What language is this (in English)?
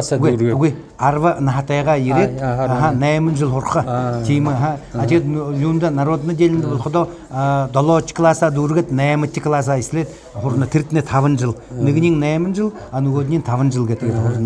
Buriat